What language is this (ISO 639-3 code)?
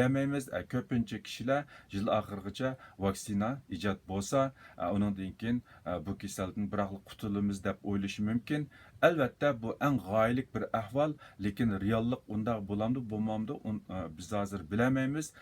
uig